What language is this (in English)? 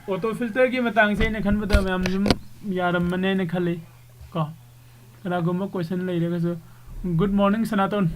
Manipuri